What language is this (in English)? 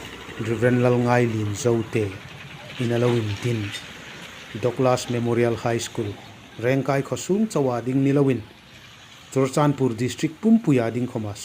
Hmar